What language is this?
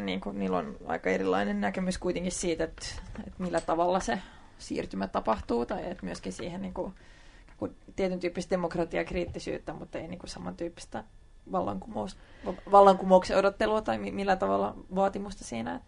Finnish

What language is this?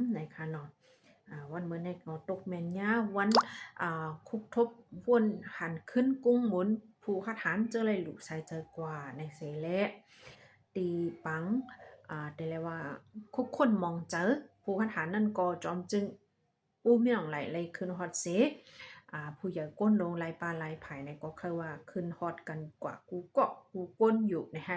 Shan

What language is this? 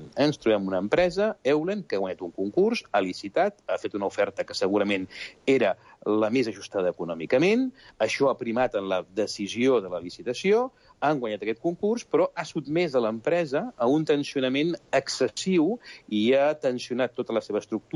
Catalan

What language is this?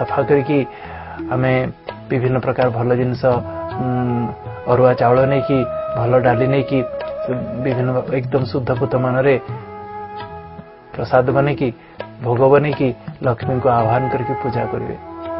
Odia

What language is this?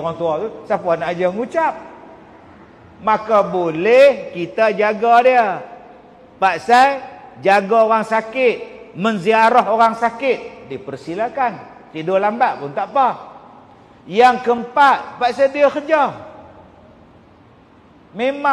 Malay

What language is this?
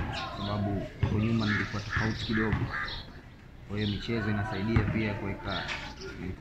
Swahili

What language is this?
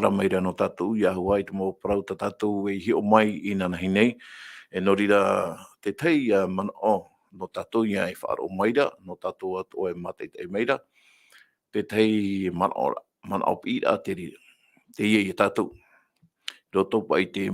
Tahitian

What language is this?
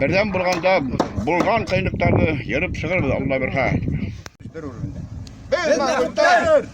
Bashkir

